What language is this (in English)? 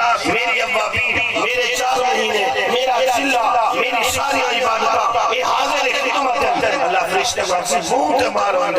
Saraiki